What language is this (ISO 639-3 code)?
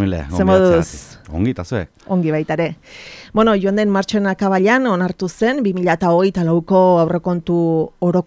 eus